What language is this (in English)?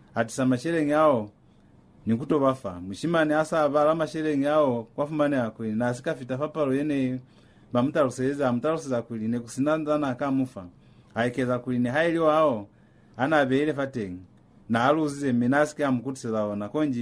Lozi